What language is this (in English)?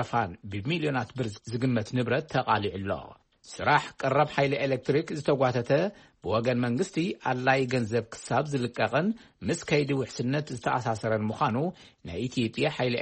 Tigrinya